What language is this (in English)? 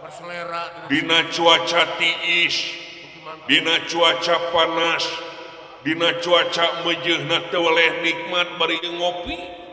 Sundanese